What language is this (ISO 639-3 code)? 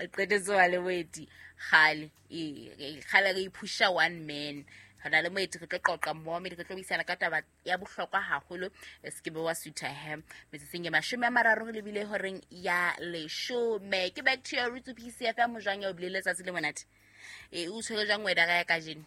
sot